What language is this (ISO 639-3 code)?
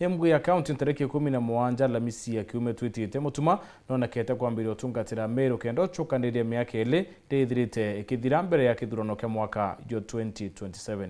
mer